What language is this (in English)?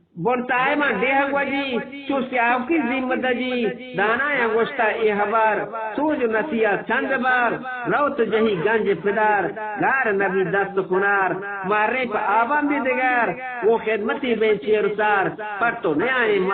Eastern Balochi